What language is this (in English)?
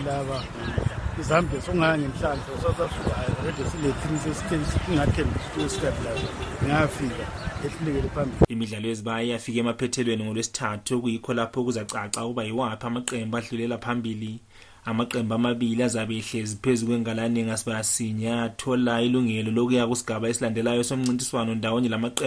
North Ndebele